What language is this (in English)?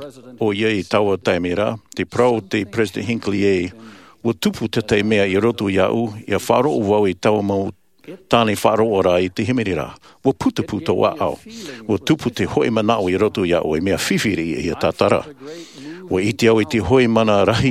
Tahitian